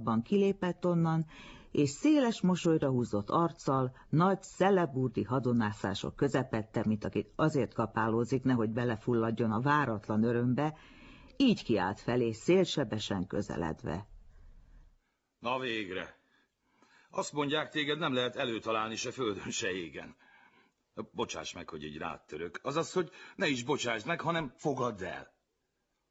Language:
Hungarian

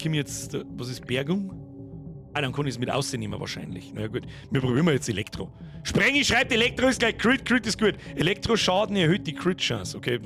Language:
Bavarian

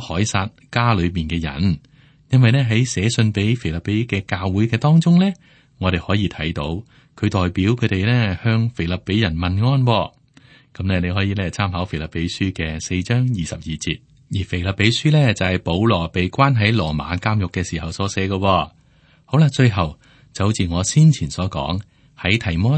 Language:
Cantonese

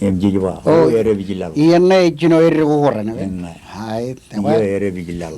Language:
Marshallese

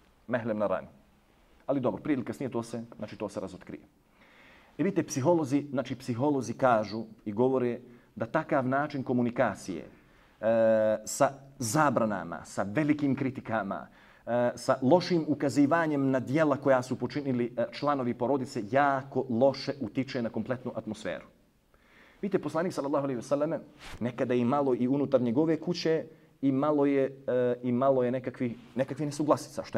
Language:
Bosnian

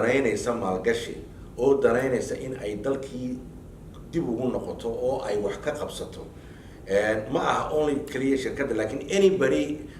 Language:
Somali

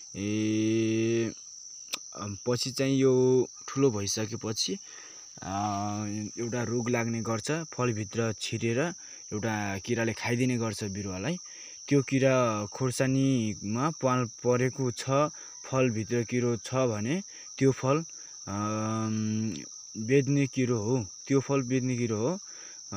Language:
Nepali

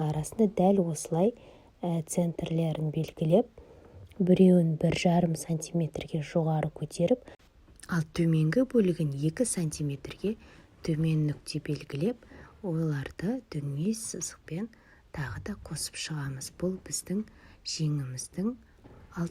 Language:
Kazakh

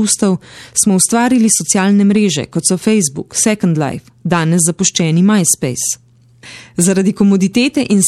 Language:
Slovenian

